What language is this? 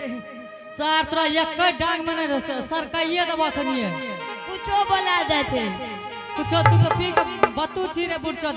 Angika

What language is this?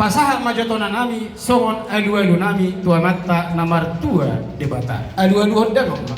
Batak Toba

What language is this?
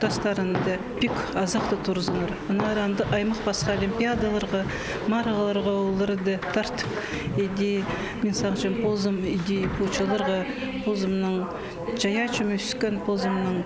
Khakas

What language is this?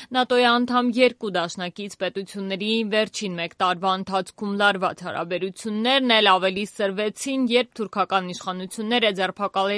Armenian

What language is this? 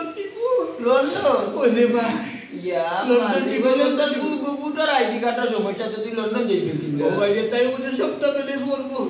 Sylheti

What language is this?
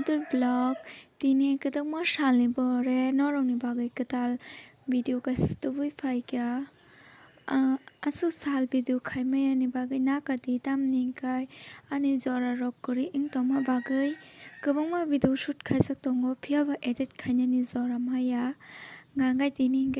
Kok Borok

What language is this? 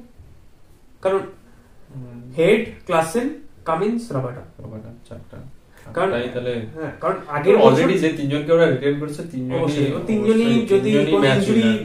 Bangla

